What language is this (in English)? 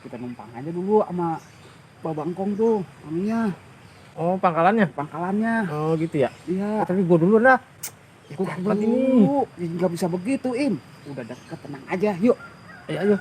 Betawi